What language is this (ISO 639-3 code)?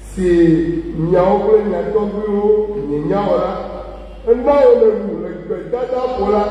ewe